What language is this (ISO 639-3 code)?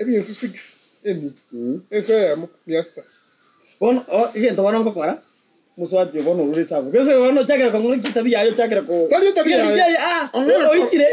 guz